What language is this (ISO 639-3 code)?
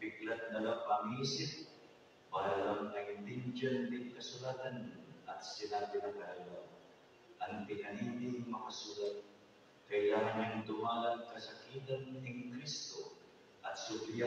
pam